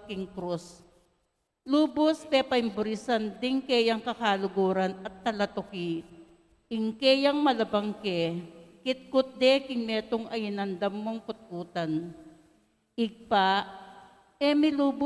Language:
Pampanga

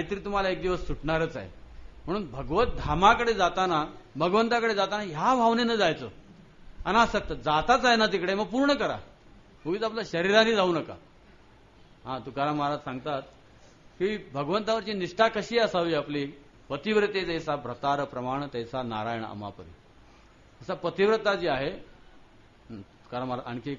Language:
Marathi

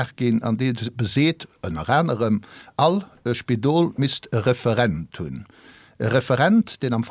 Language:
Luxembourgish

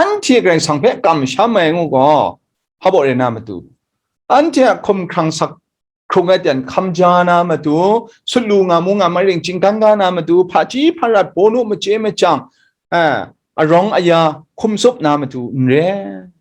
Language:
Kachin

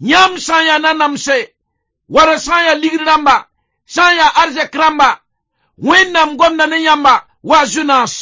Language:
Mossi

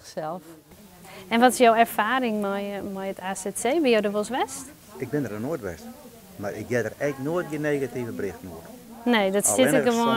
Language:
Western Frisian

